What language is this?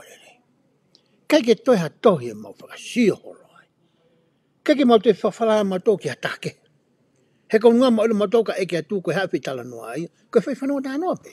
Tongan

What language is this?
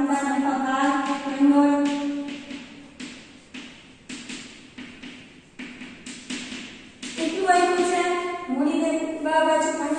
Gujarati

